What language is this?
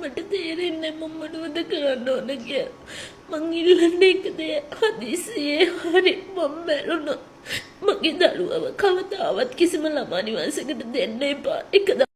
Sinhala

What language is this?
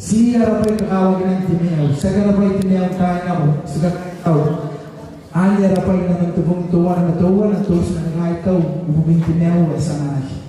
Gilbertese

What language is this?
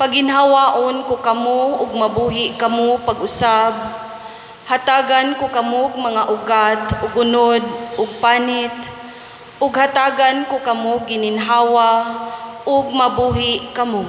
Cebuano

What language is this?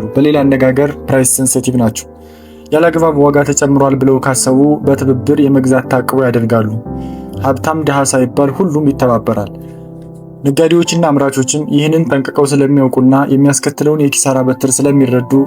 Amharic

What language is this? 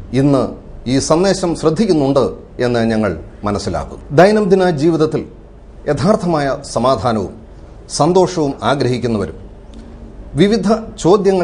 Malayalam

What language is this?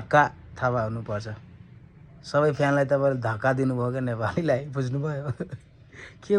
Nepali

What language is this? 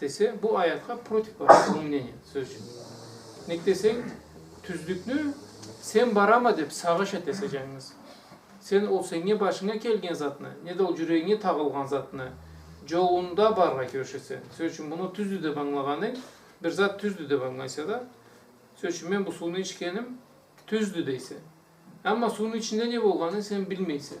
Karachay-Balkar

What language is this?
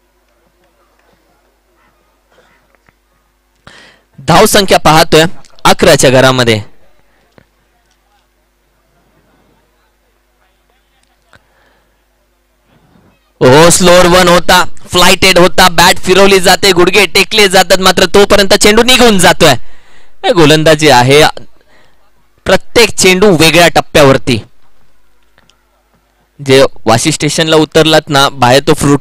Marathi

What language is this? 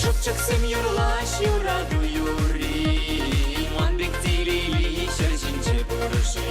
Chuvash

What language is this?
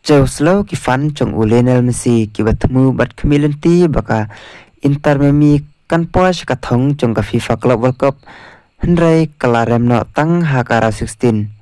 Khasi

